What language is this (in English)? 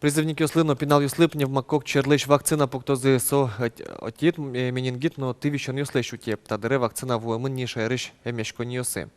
Udmurt